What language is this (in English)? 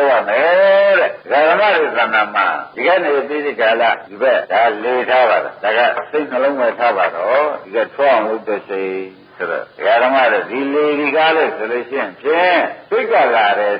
Burmese